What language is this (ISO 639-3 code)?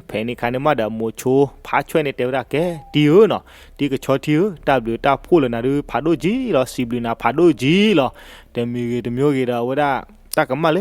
ksw